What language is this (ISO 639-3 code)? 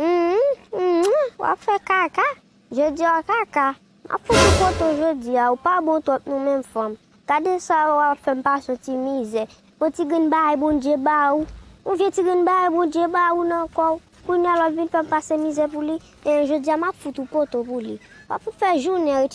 hat